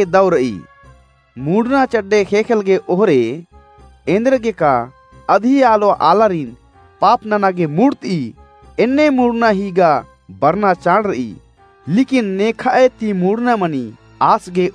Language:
Kurukh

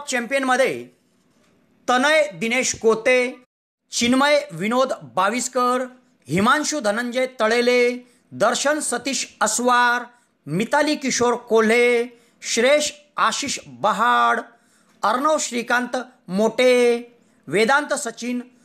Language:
Marathi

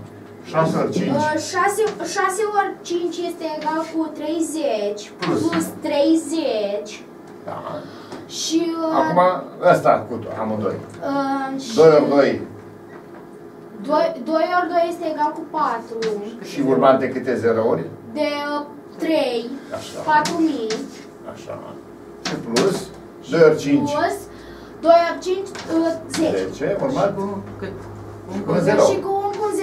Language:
Romanian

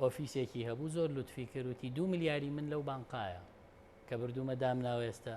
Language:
Central Kurdish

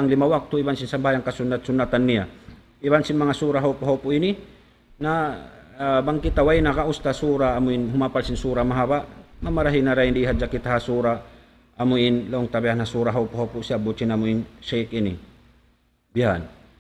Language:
Tausug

